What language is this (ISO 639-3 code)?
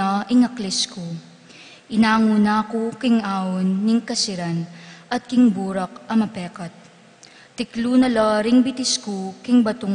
pam